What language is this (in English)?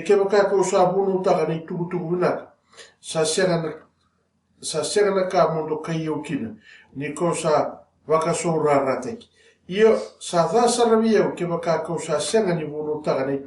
Fijian